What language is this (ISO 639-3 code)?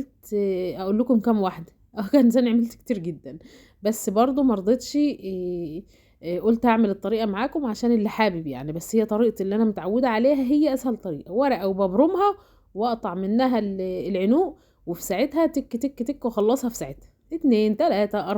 arz